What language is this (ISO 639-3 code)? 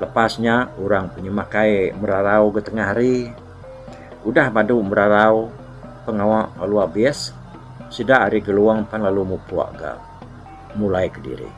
iba